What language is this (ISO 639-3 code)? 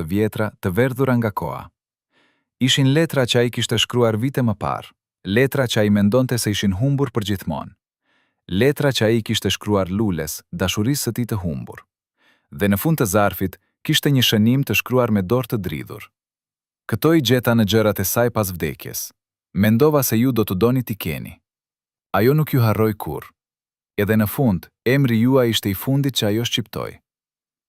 sqi